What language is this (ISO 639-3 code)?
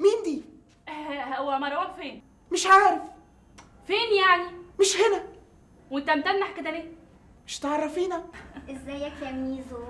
arz